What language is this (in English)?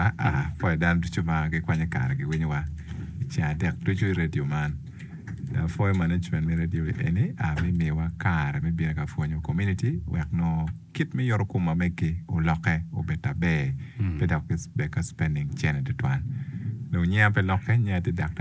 Acoli